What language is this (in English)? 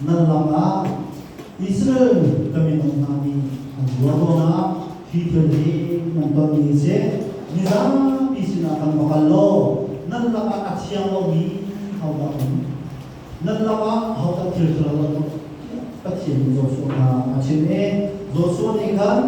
Hakha Chin